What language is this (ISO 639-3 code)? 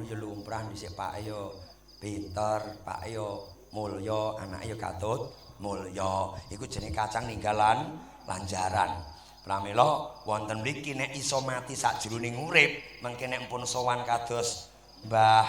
jav